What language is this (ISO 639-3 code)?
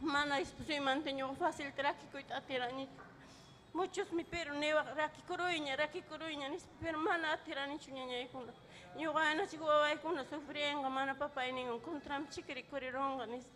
quy